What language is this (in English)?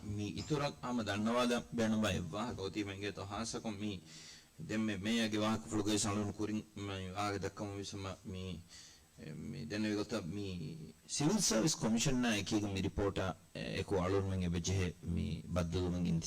Divehi